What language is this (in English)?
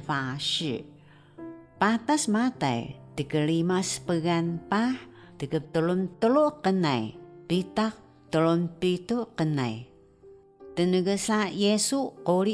Taroko